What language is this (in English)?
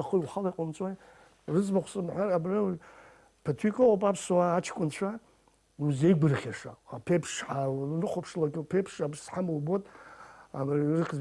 Abkhazian